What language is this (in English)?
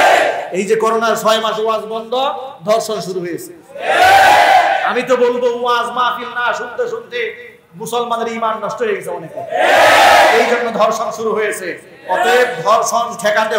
Bangla